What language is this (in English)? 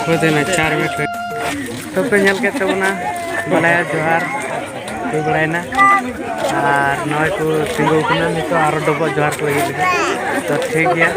Santali